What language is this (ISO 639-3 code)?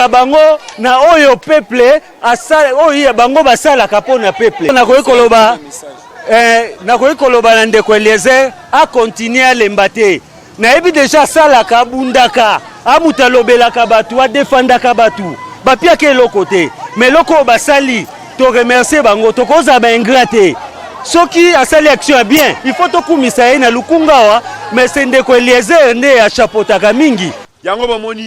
lin